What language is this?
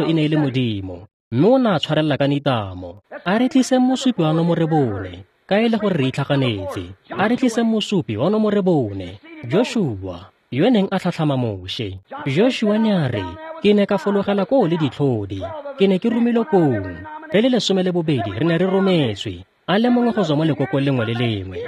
Tswana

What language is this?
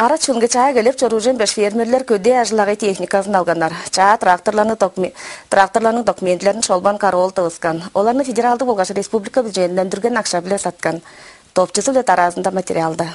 Tuvinian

